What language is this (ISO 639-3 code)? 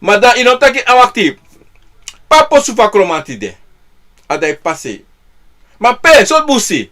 srn